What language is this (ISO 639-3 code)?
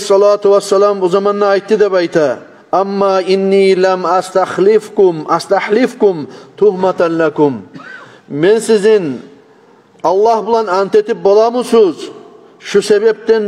kum